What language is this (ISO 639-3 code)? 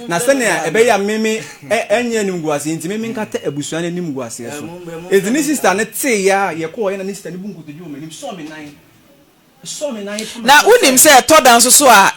aka